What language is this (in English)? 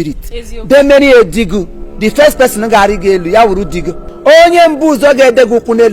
Igbo